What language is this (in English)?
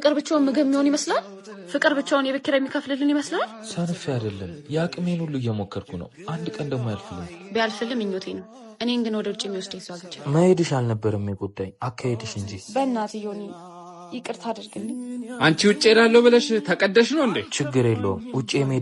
Amharic